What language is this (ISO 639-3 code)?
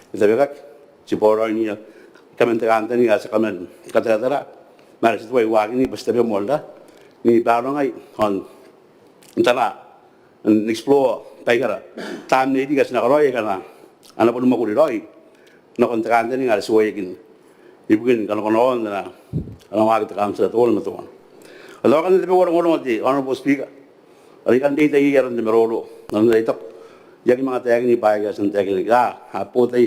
gil